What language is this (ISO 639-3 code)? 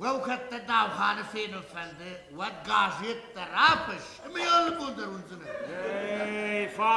oss